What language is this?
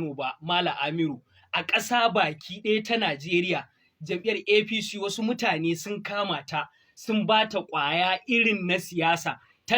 Hausa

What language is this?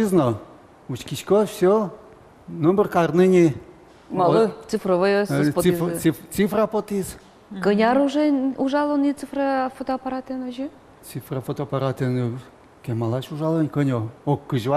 Udmurt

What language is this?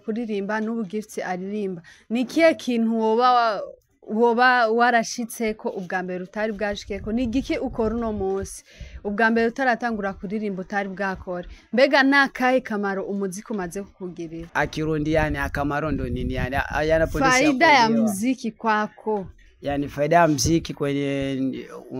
Rundi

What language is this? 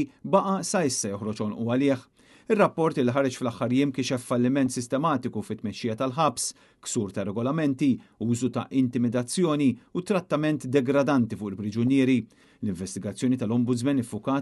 Maltese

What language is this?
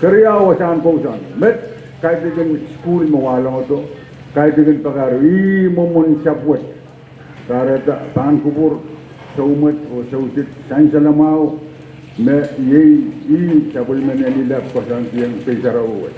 Pohnpeian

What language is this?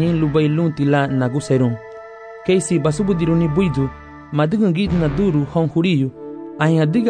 Garifuna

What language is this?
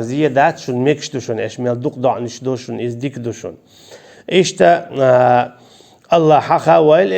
Chechen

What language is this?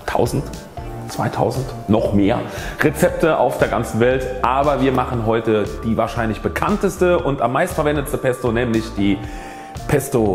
German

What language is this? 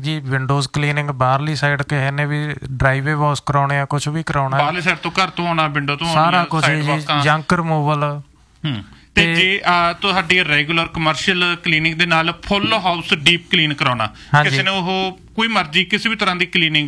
Punjabi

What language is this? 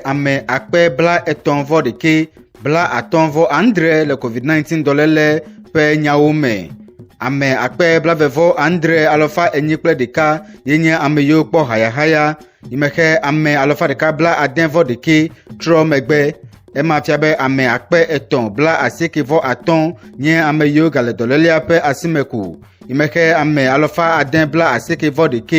Ewe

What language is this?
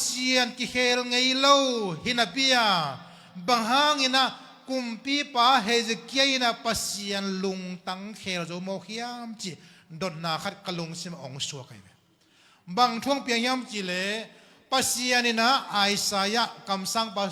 Tedim Chin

